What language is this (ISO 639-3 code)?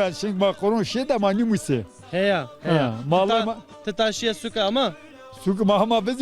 zza